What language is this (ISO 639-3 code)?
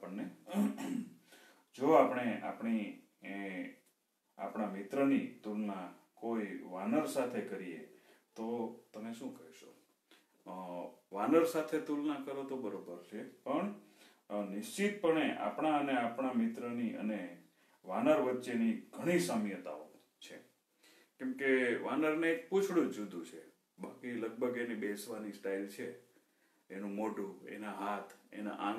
guj